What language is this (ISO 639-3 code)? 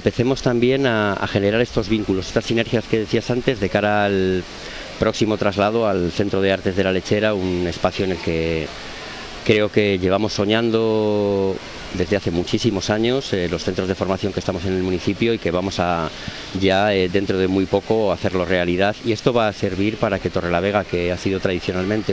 spa